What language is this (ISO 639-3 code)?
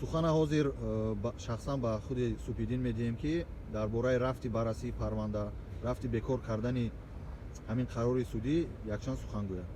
tgk